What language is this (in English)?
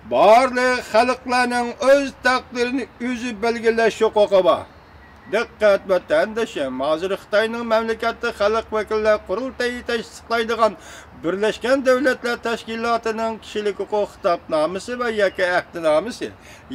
Uyghur